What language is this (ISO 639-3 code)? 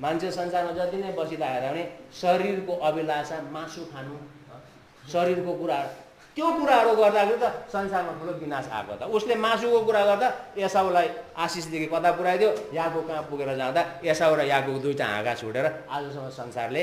nep